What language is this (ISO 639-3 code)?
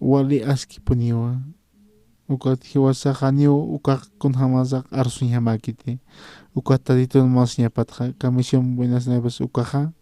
aym